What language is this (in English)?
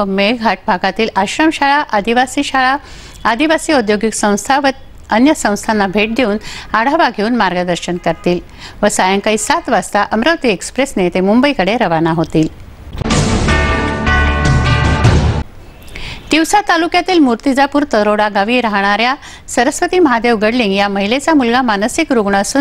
Marathi